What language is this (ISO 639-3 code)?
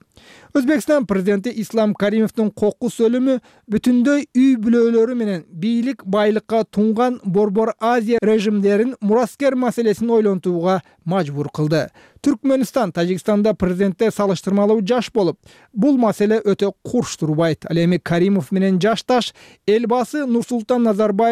kir